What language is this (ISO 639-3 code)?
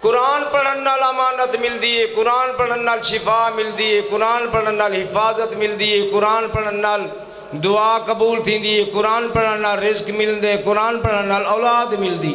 skr